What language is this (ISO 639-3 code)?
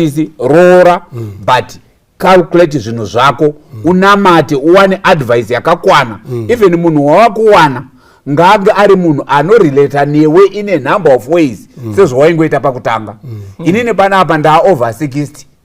sna